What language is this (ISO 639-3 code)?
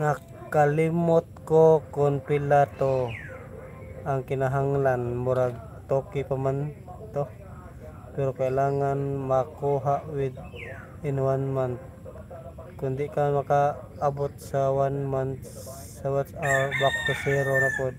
ceb